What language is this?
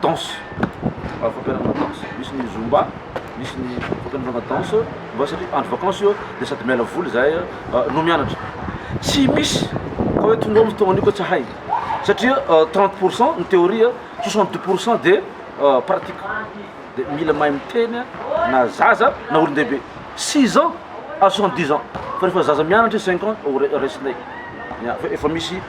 Malagasy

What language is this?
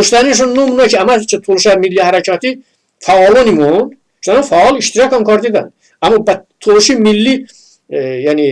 Talysh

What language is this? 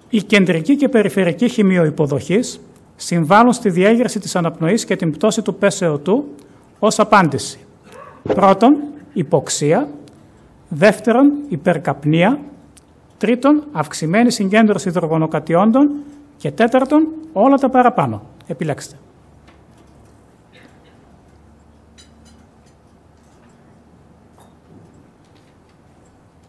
Greek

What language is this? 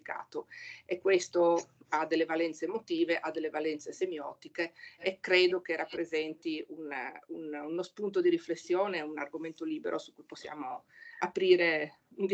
Italian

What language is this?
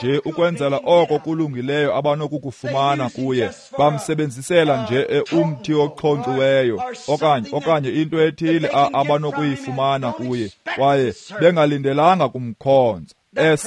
Xhosa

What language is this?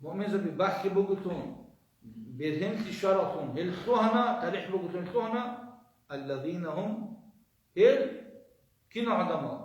Avaric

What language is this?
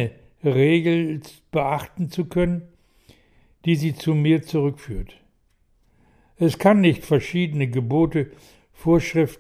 German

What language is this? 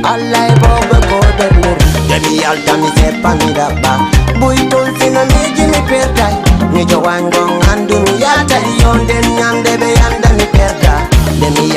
Fula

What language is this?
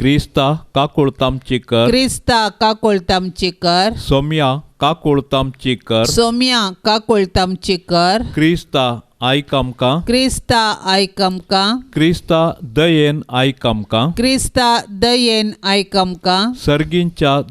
Konkani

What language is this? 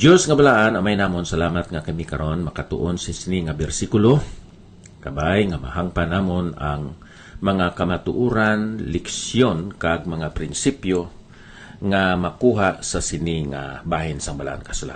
Hiligaynon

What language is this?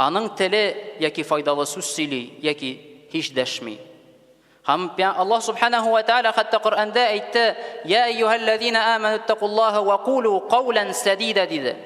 Tatar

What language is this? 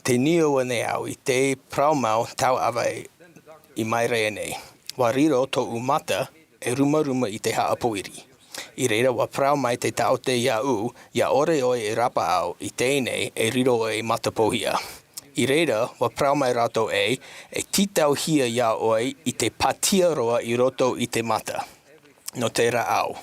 Tahitian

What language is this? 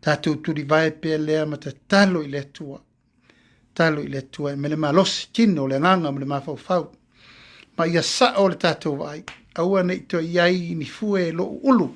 Samoan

